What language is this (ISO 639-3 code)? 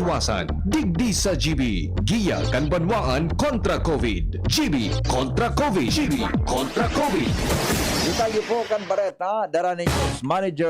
bik